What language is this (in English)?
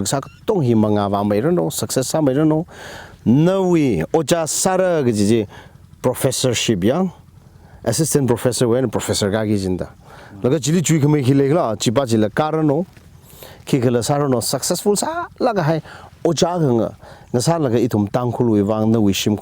Tangkhul Naga (India)